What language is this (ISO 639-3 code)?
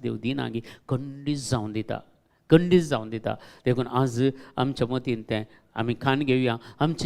kok